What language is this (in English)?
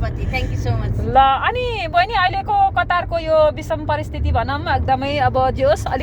Nepali